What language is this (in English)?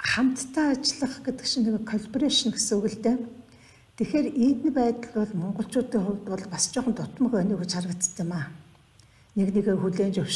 Mongolian